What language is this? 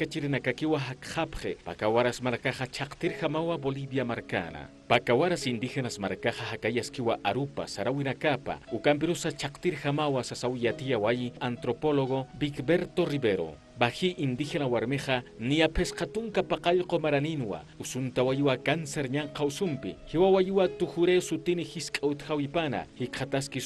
Aymara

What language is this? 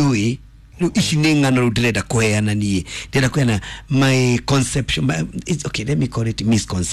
Kikuyu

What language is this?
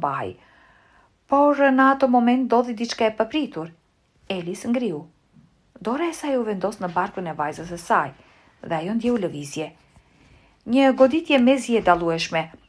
Albanian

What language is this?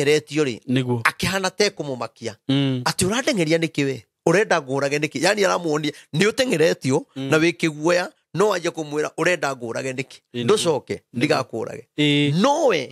Kikuyu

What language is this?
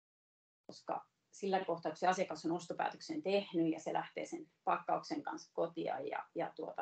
Finnish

